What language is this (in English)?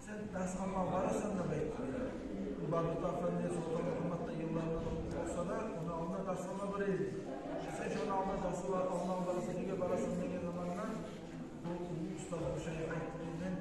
Kumyk